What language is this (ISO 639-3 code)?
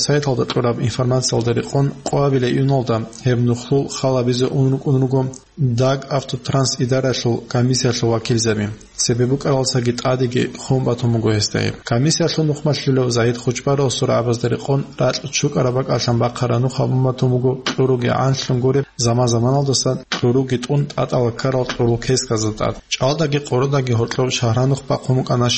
ava